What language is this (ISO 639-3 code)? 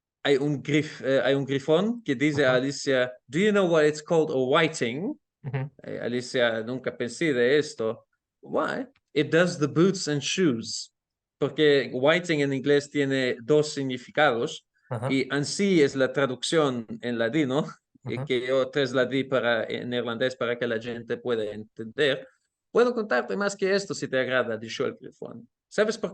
lad